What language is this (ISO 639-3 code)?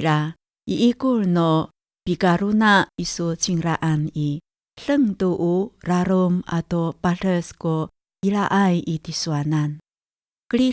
ami